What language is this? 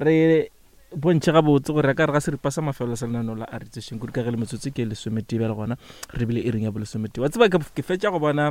Northern Sotho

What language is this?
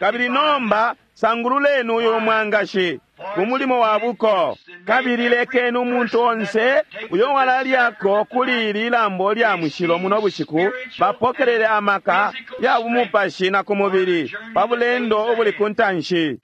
Bemba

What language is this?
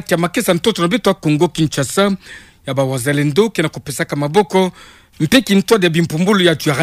Kituba (Democratic Republic of Congo)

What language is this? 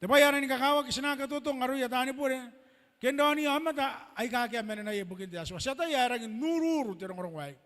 Gilbertese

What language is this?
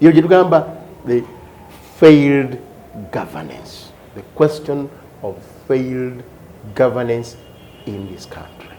Ganda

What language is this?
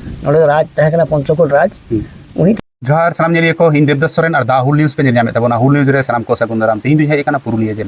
Santali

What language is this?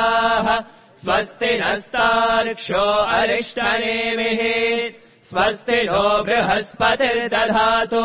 Sanskrit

